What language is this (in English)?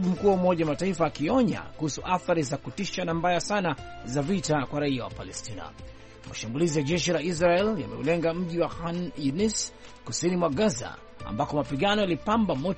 Swahili